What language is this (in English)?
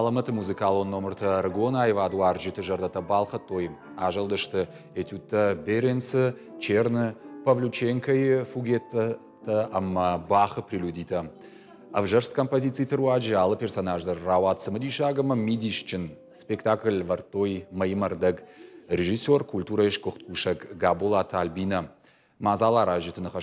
Ossetic